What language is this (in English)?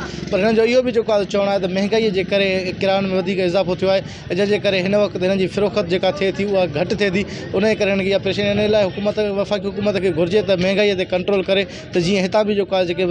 Sindhi